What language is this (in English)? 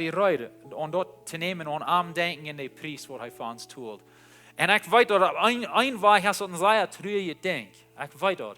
Plautdietsch